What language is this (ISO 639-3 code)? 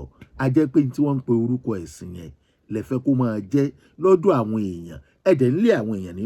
yor